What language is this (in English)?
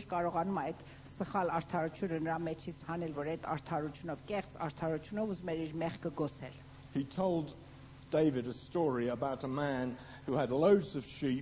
Armenian